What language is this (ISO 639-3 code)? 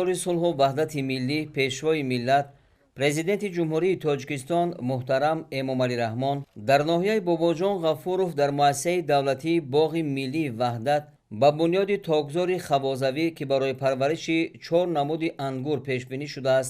tgk